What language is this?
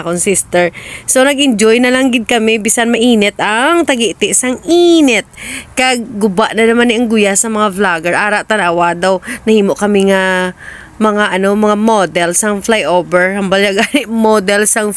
Hiligaynon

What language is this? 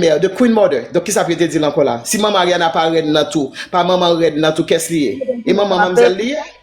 Haitian Creole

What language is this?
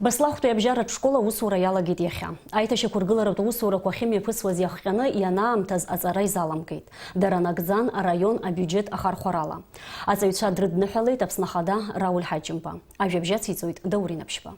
Abkhazian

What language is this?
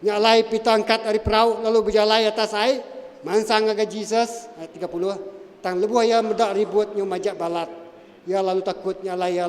Iban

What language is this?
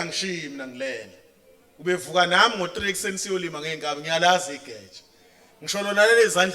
Zulu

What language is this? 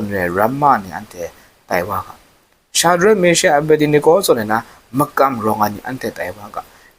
Kachin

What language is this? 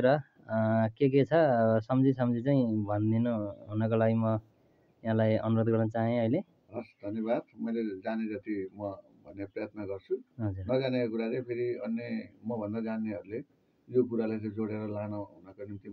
Nepali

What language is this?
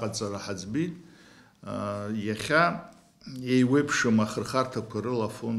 Abkhazian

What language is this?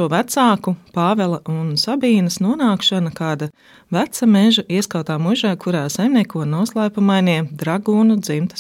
Latvian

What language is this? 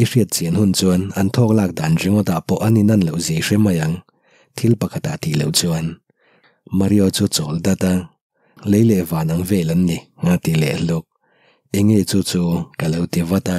Mizo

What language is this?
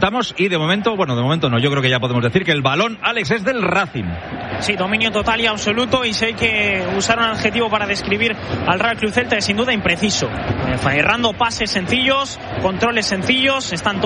Spanish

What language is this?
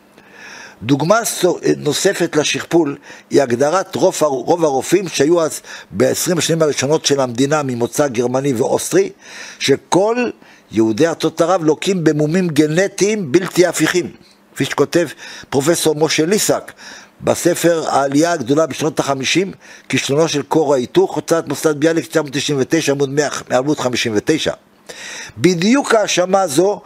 Hebrew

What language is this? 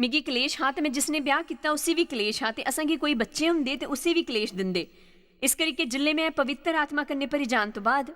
Dogri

